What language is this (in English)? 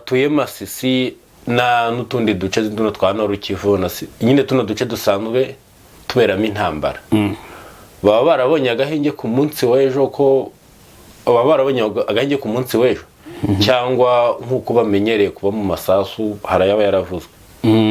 Kinyarwanda